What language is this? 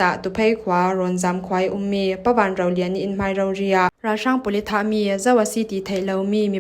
Falam Chin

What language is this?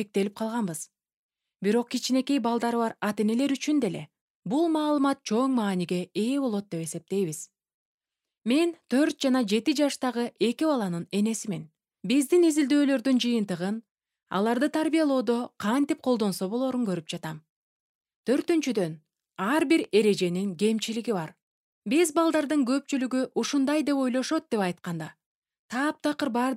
Kyrgyz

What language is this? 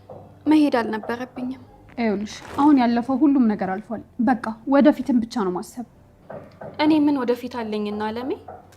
Amharic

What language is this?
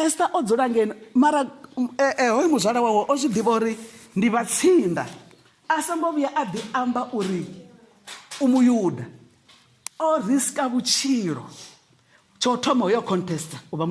Venda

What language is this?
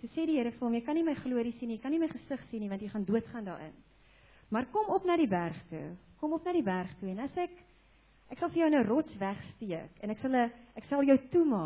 Afrikaans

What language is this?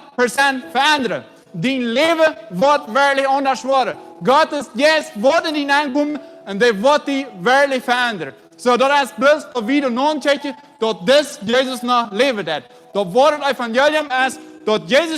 Plautdietsch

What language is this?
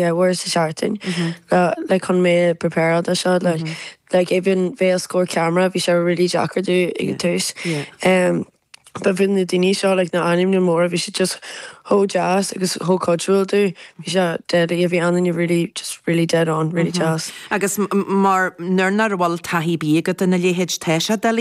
Irish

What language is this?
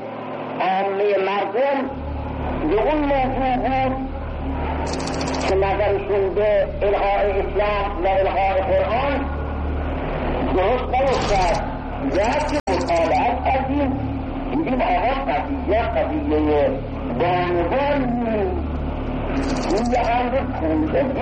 Persian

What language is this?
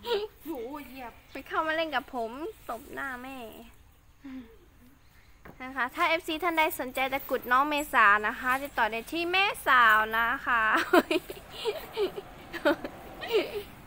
Thai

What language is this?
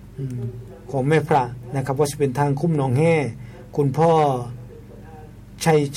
Thai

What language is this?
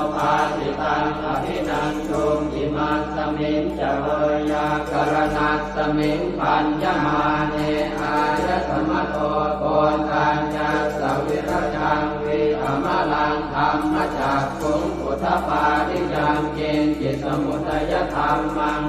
Pali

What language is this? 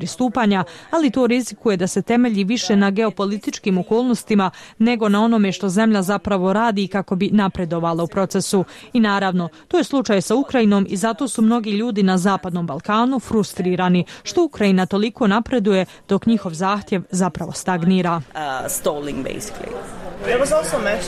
Bosnian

